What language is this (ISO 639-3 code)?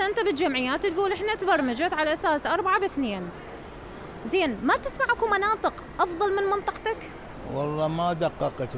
acm